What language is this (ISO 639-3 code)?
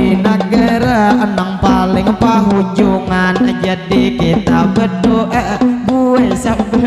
bjn